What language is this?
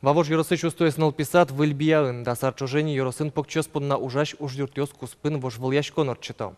Udmurt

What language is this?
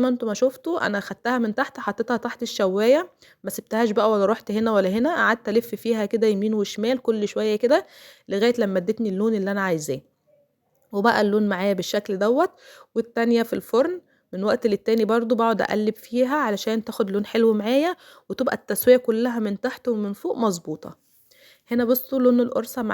Egyptian Arabic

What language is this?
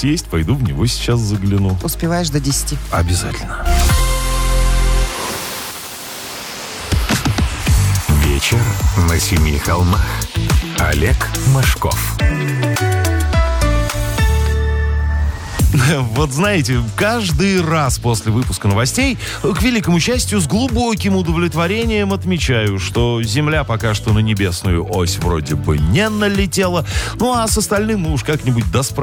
Russian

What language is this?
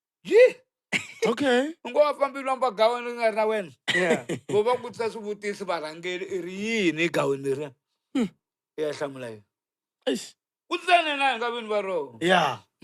Tsonga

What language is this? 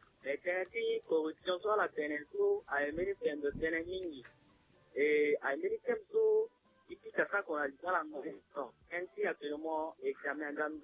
Sango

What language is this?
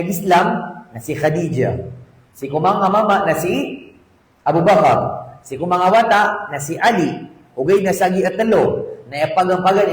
Maranao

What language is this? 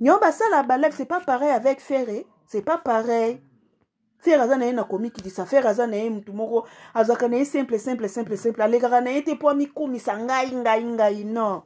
Lingala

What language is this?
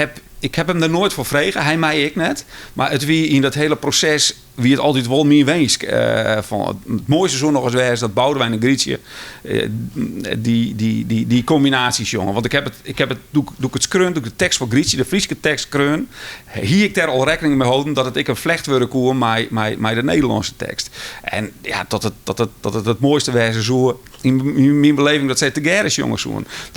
Western Frisian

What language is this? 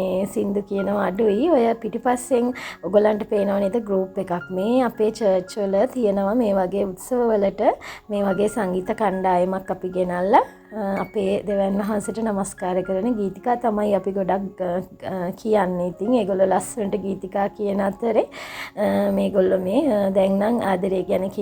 Sinhala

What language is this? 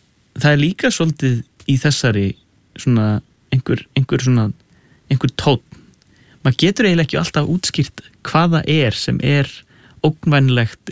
Icelandic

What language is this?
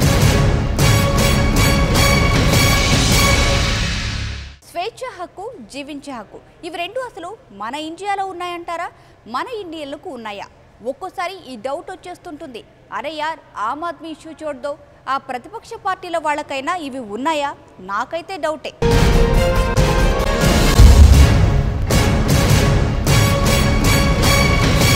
Telugu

